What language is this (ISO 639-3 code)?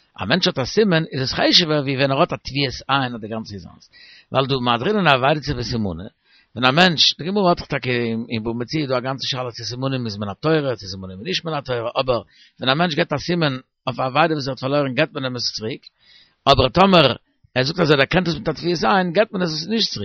yid